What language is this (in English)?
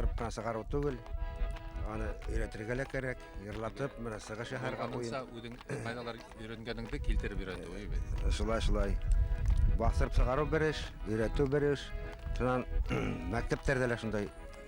Bashkir